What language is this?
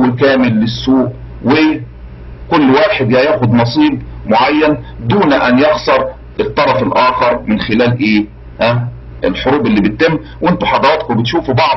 Egyptian Arabic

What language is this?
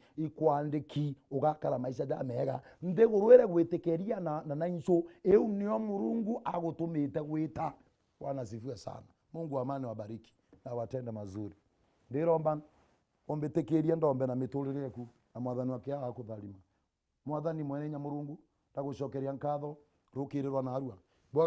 Meru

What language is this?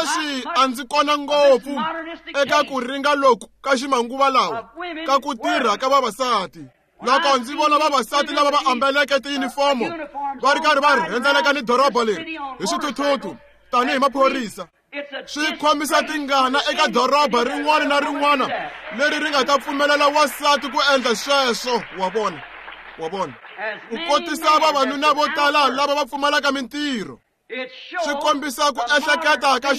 Tsonga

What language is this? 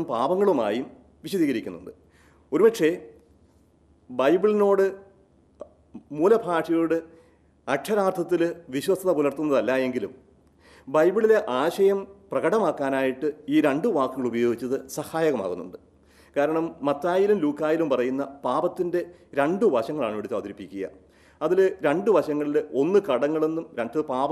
Malayalam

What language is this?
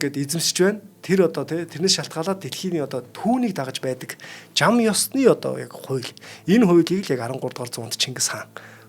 Mongolian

